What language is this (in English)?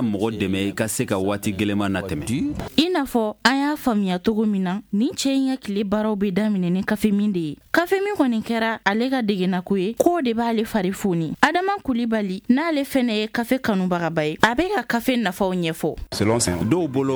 Bambara